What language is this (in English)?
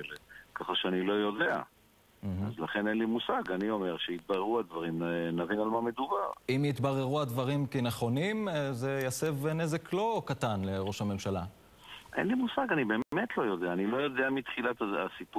Hebrew